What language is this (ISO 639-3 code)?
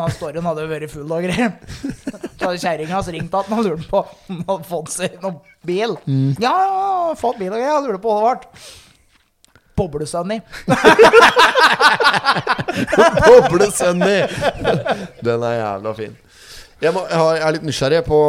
nor